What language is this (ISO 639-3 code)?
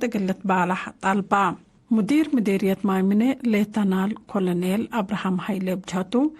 tig